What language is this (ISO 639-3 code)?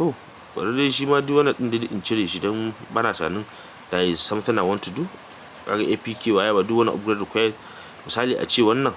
hau